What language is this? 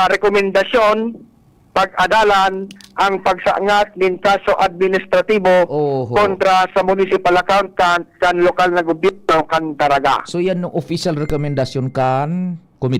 Bikol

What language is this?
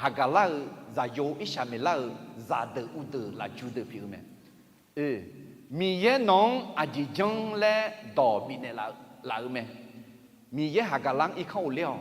Akha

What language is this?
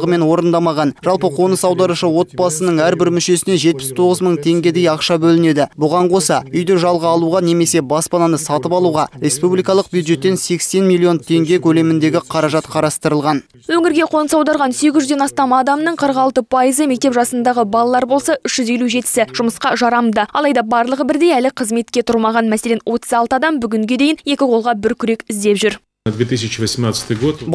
Kazakh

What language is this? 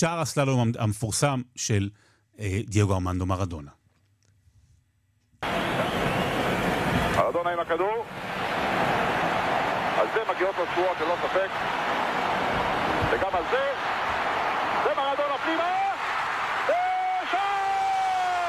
Hebrew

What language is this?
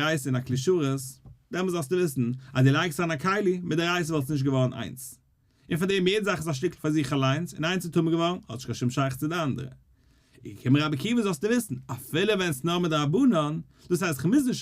Yiddish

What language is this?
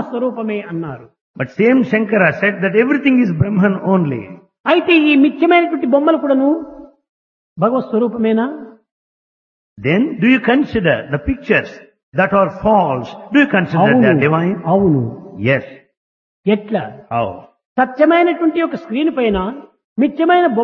Telugu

